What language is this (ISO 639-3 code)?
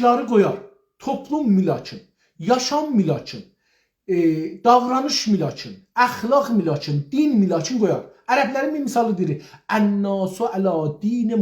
azb